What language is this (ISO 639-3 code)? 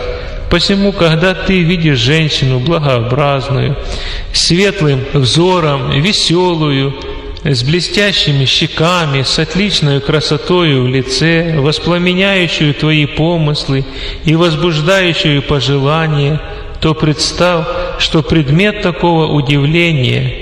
rus